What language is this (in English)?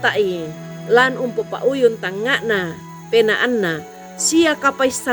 Toraja-Sa'dan